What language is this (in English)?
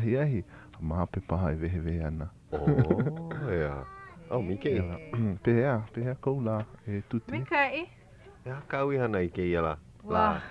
Hawaiian